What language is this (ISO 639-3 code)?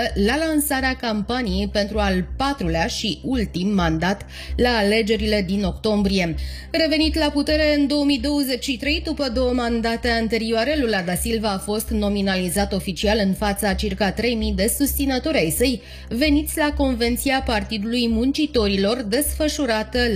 ron